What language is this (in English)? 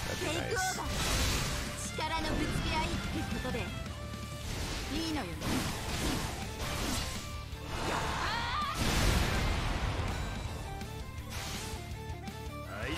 Japanese